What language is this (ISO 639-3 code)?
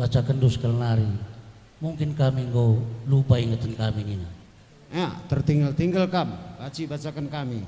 btx